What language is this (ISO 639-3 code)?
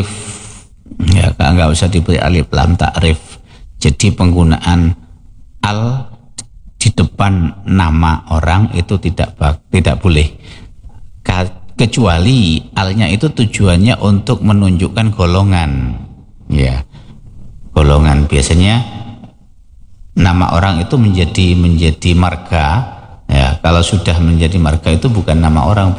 ind